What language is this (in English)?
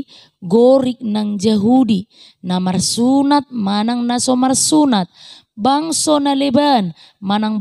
Batak Toba